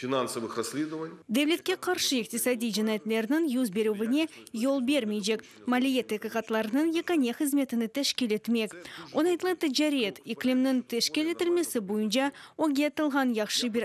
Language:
Crimean Tatar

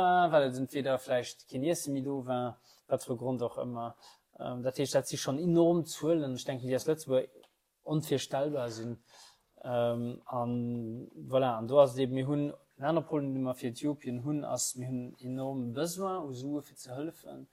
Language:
Luxembourgish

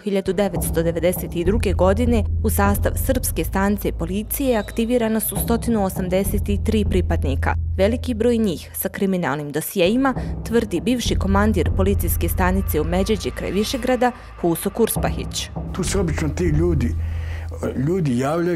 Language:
Bosnian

